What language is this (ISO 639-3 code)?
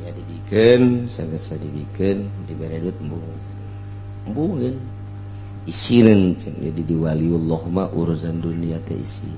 sun